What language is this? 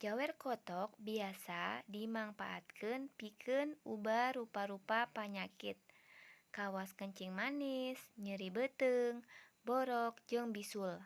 Sundanese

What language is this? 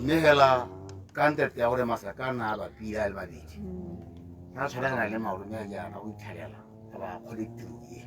Tswana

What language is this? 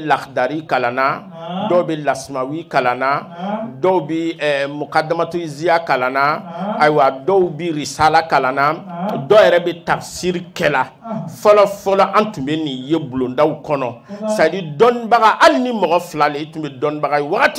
Bambara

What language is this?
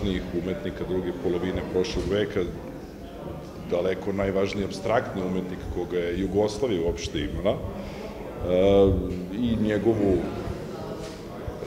Serbian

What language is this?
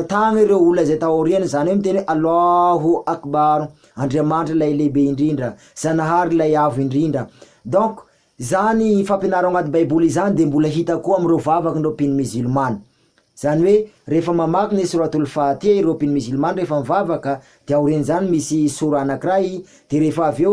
Malagasy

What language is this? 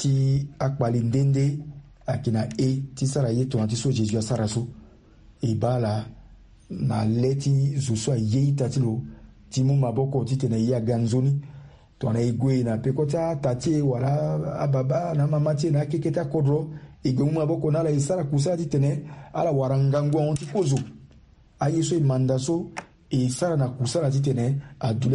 Sango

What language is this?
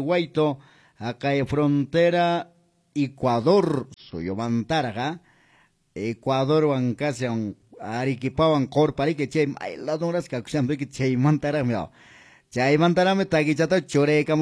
Quechua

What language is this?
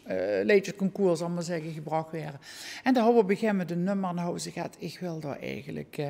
Limburgish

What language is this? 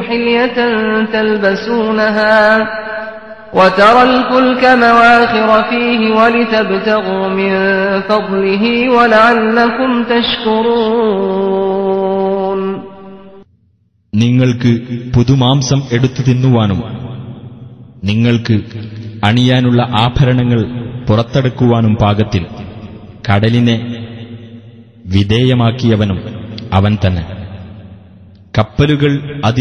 Malayalam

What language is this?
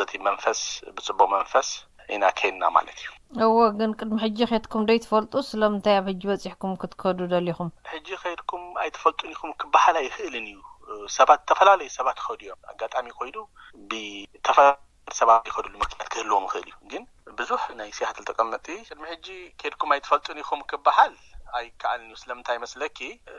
Tigrinya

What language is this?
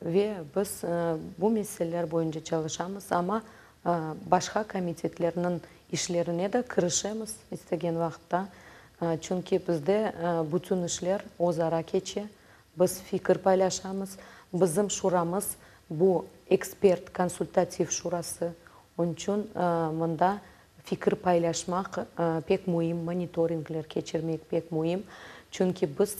Crimean Tatar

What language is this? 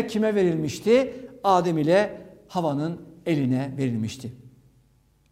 Turkish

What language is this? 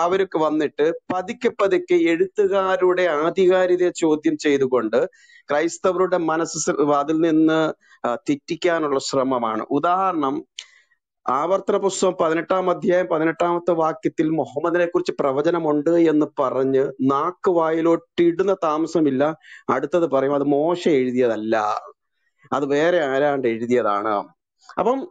Malayalam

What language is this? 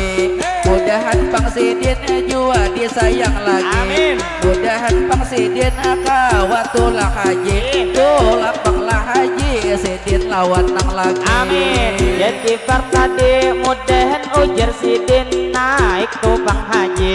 Banjar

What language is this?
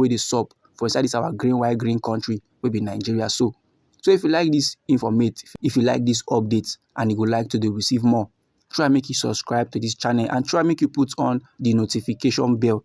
Nigerian Pidgin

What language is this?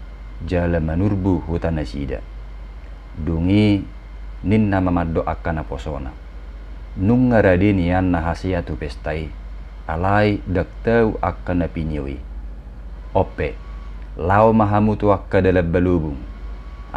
Batak Toba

